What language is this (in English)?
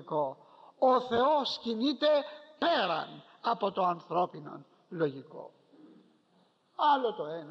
Greek